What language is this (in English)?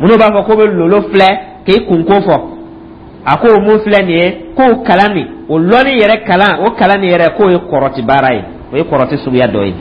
Dyula